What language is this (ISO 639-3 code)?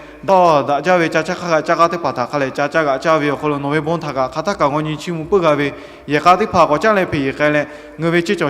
lhu